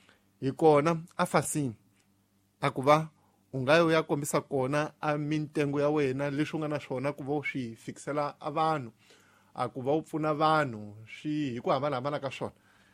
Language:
Tsonga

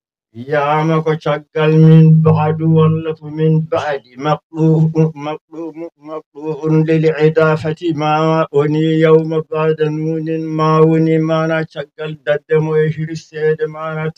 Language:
Fula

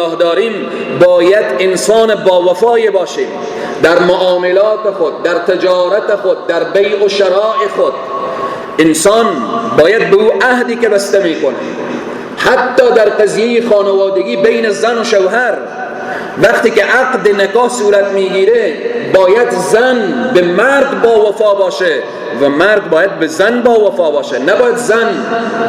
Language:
Persian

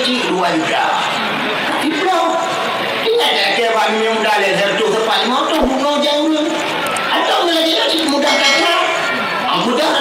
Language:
Achinese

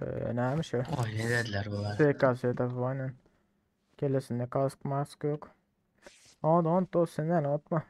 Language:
Turkmen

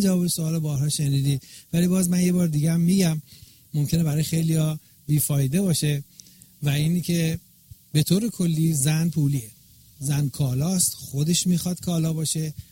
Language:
Persian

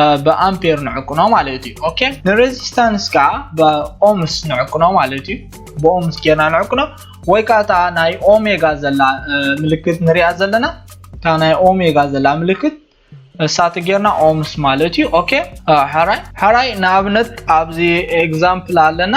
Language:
Tigrinya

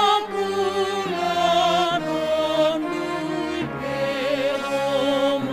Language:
Batak Simalungun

